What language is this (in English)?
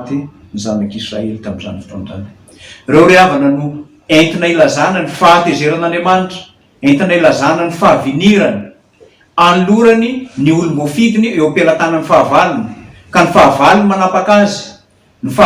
Malagasy